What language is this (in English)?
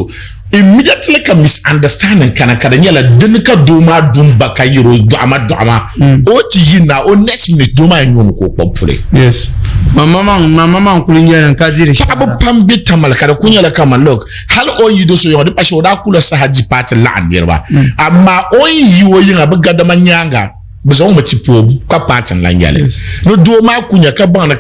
Dagbani